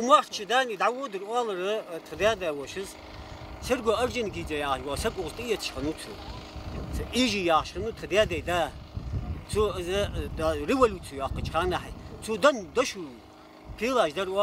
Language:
Ingush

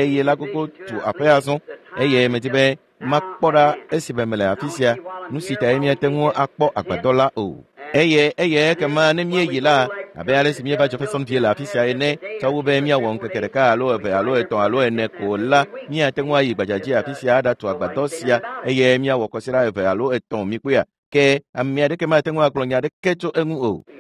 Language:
Ewe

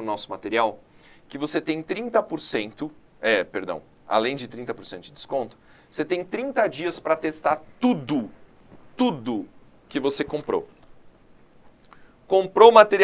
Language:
Portuguese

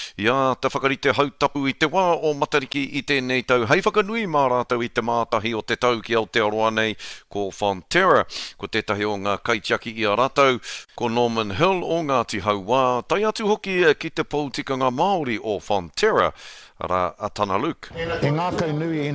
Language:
Māori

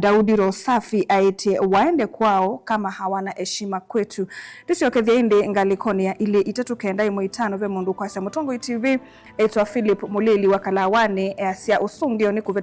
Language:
Kamba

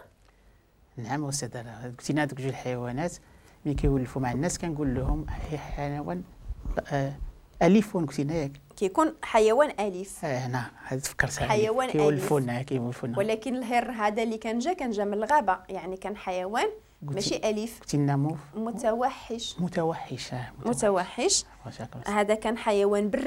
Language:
Moroccan Arabic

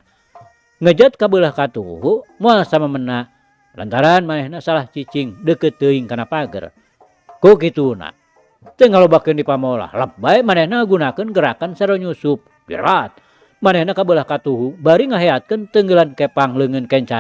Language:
Sundanese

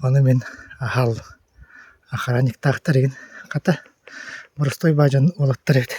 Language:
Yakut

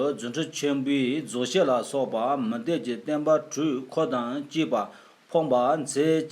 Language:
Tibetan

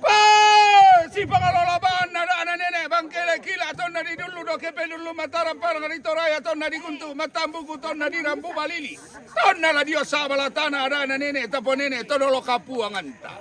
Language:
Toraja-Sa'dan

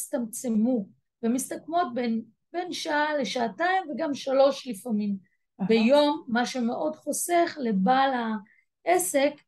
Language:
Hebrew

